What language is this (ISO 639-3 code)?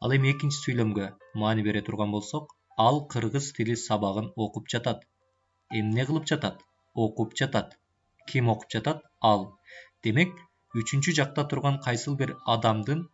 kir